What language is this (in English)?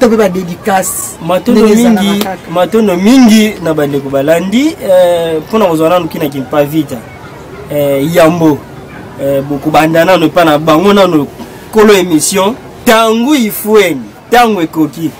Lingala